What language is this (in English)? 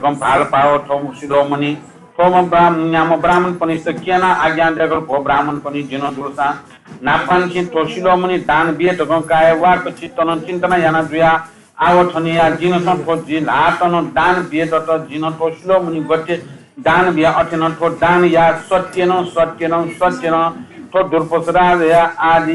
Newari